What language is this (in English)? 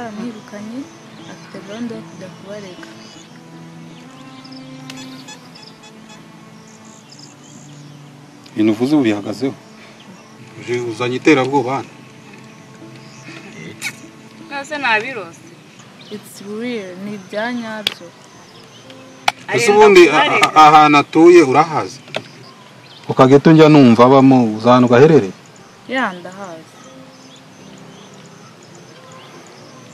Kinyarwanda